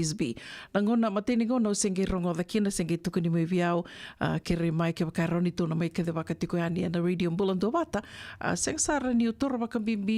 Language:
Fijian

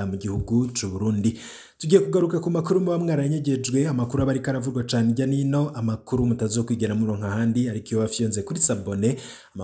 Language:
Rundi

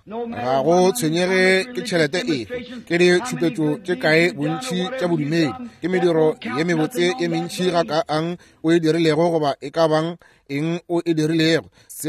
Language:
Northern Sotho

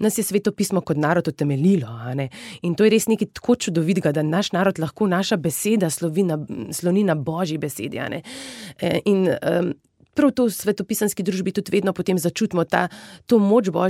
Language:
Slovenian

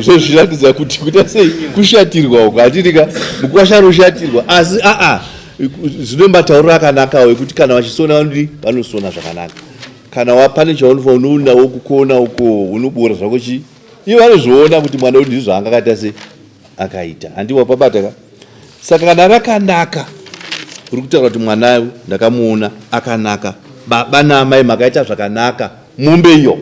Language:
Shona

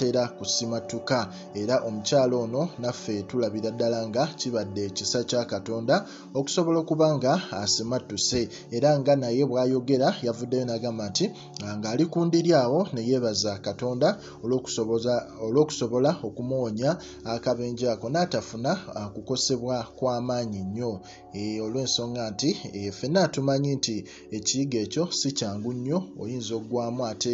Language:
Ganda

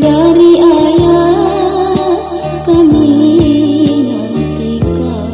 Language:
Minangkabau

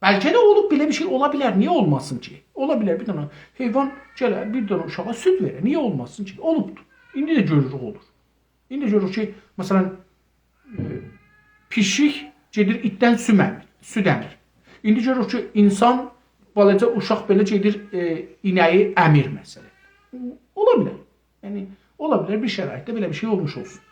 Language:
South Azerbaijani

